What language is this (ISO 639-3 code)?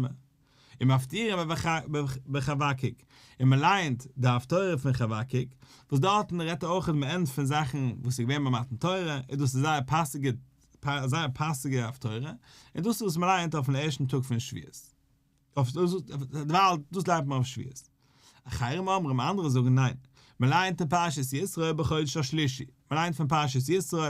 yid